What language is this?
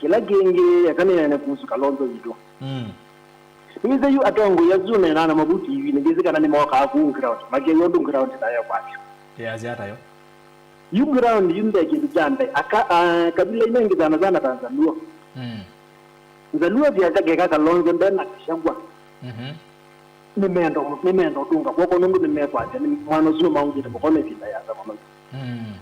Kamba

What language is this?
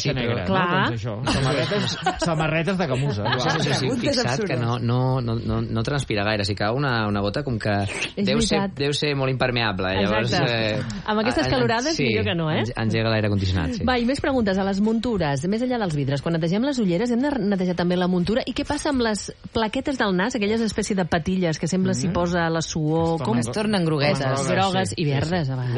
Catalan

